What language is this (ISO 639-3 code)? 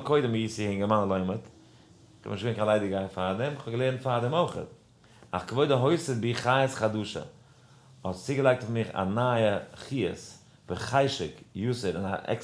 yid